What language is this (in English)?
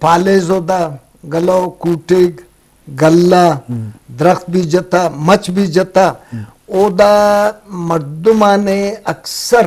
Eastern Balochi